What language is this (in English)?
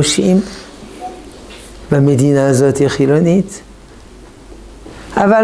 Hebrew